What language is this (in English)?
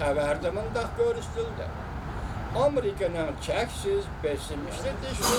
Uyghur